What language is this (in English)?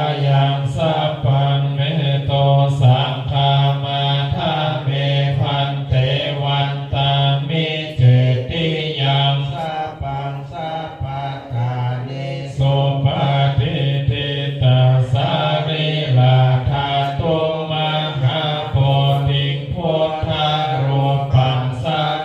Pali